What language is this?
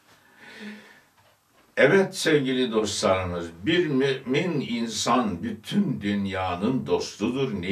Turkish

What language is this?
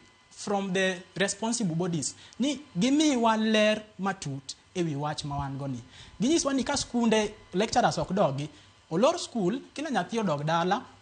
Luo (Kenya and Tanzania)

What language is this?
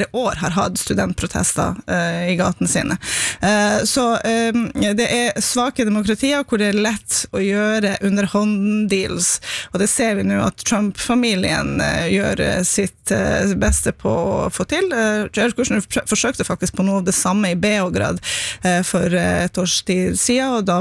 Norwegian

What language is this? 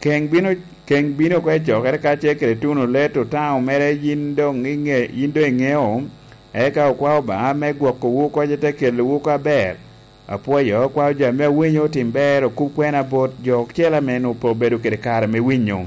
Lango (Uganda)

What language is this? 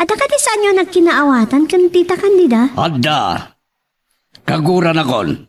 Iloko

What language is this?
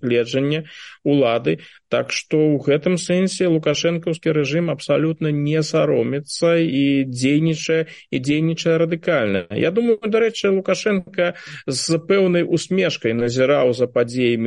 Belarusian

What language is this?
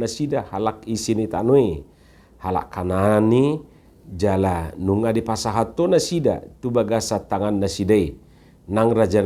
Batak Toba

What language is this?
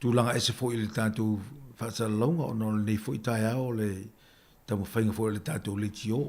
Samoan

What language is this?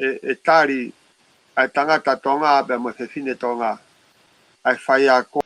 Tongan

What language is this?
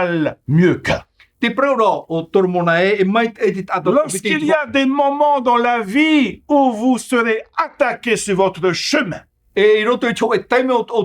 Tahitian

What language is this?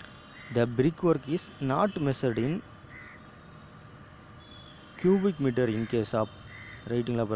Tamil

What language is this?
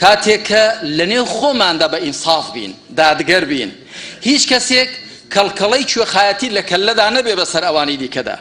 Central Kurdish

